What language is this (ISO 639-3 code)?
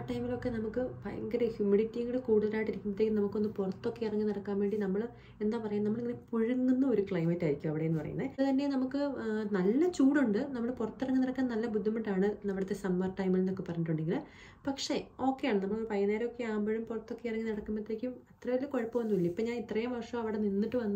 mal